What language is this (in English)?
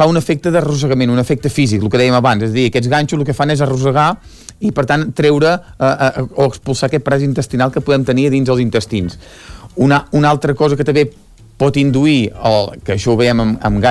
Catalan